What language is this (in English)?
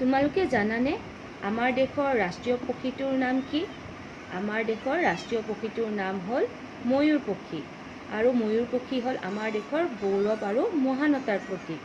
Assamese